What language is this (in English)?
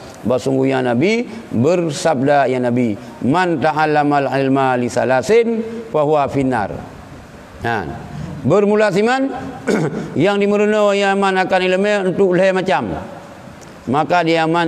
Achinese